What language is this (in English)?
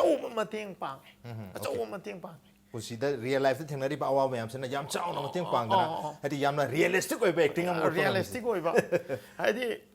Manipuri